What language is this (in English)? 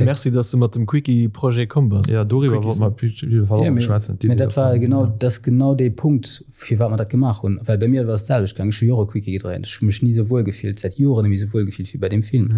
Luxembourgish